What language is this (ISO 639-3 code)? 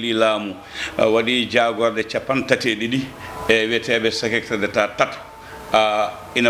ful